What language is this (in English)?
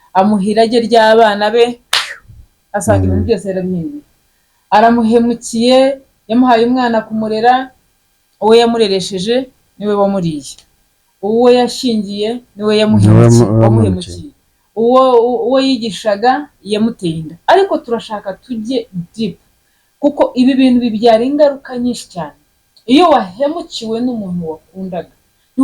Kinyarwanda